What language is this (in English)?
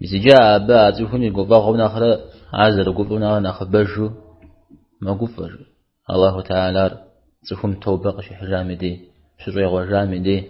Kabardian